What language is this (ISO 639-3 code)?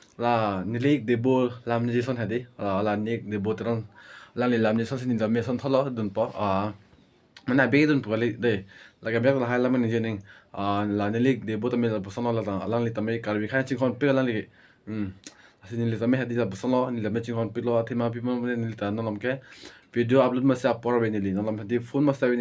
mjw